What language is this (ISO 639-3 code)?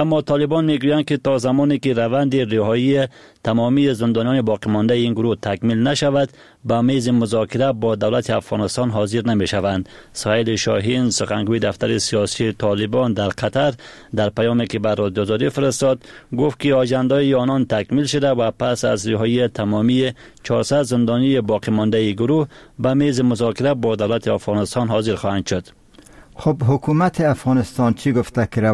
fas